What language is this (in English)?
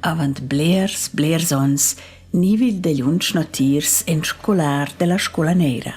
Romansh